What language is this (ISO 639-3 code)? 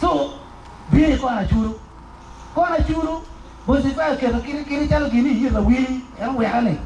ach